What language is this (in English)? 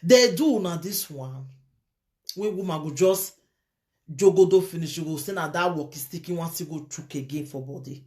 Nigerian Pidgin